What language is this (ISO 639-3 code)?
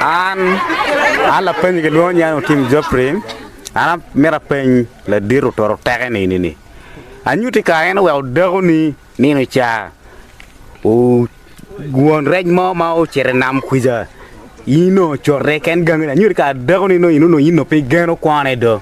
ach